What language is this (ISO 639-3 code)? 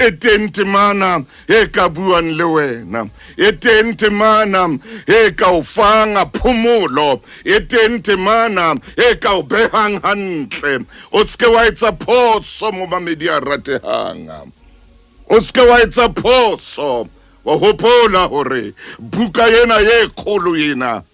sot